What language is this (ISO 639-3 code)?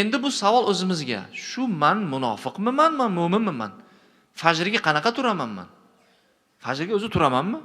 uzb